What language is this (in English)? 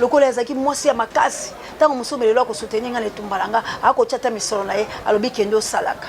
Lingala